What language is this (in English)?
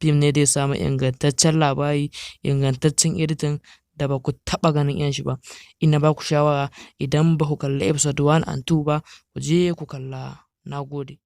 Hausa